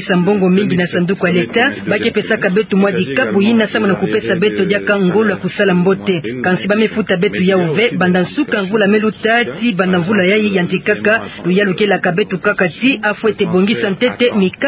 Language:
Kituba (Democratic Republic of Congo)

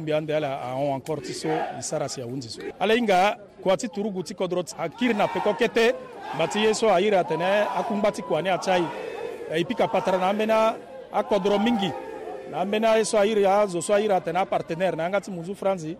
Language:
Sango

